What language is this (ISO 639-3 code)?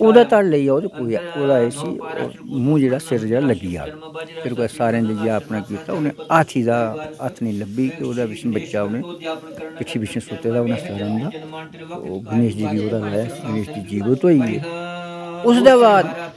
doi